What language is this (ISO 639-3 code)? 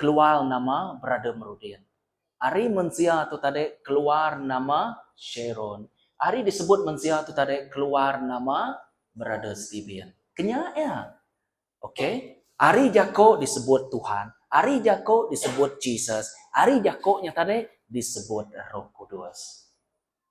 iba